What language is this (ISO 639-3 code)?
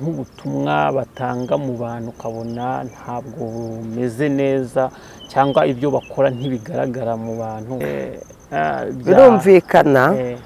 kin